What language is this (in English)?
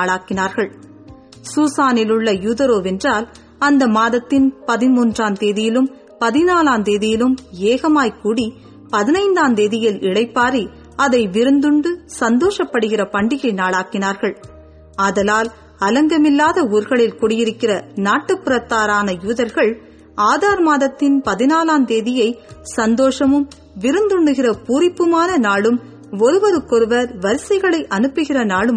Tamil